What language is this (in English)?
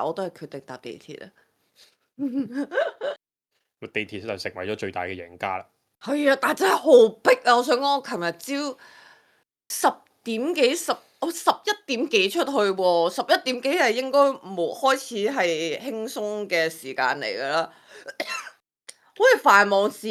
Cantonese